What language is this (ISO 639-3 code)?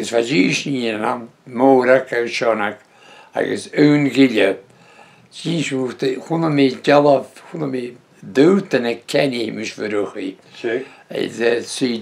bre